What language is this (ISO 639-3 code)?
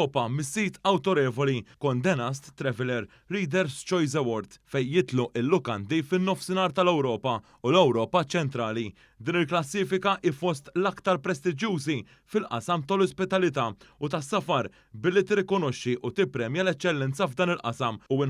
mlt